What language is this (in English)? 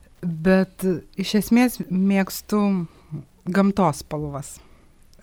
Lithuanian